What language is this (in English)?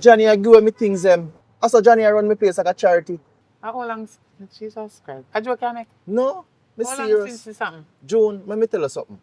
Jamaican Creole English